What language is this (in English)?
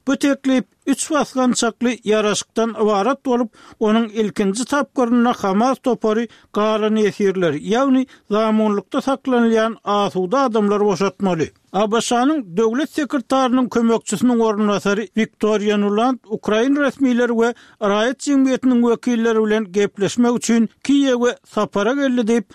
Turkmen